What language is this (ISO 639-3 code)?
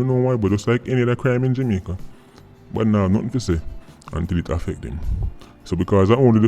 jam